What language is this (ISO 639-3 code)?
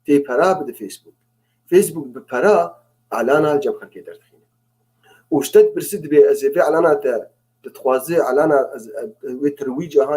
kur